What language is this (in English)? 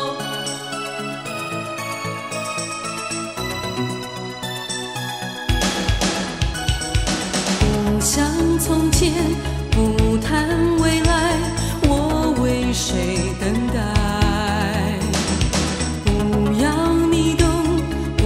Chinese